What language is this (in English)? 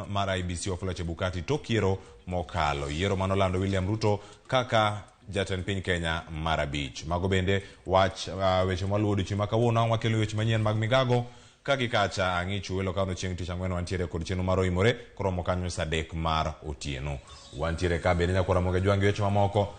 Luo (Kenya and Tanzania)